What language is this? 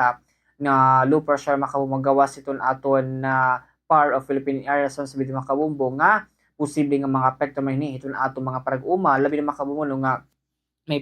Waray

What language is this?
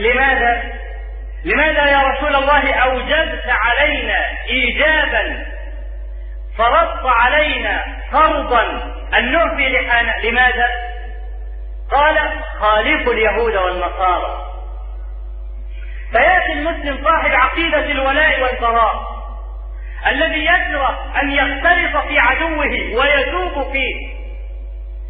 Arabic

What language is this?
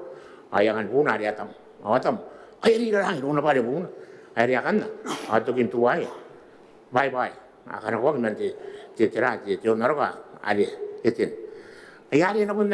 Gilbertese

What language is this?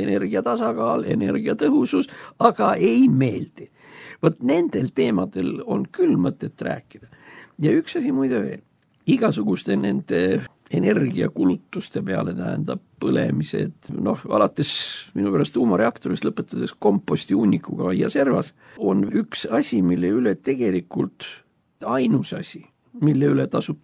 Estonian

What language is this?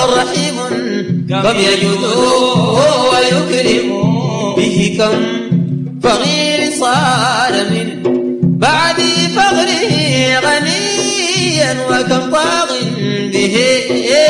Arabic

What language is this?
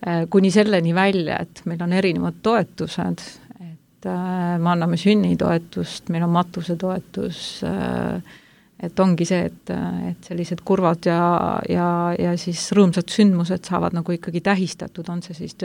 Estonian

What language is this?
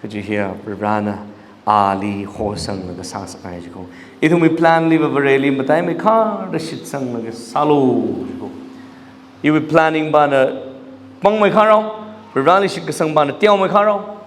Tangkhul Naga (India)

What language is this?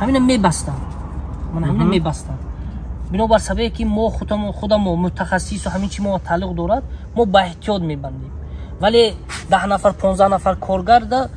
Tajik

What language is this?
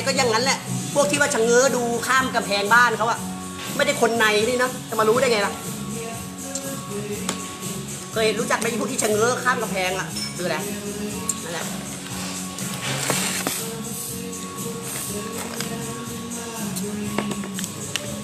Thai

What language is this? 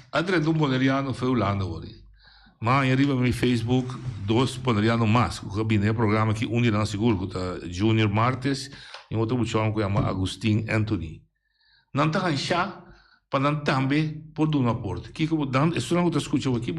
Papiamento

